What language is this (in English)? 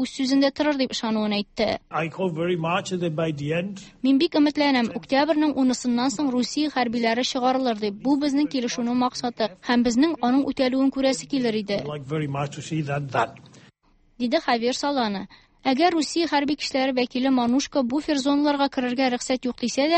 Tatar